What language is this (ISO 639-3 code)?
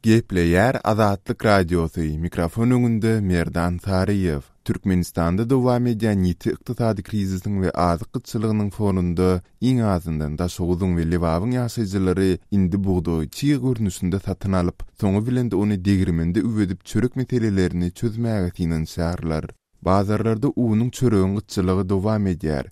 tuk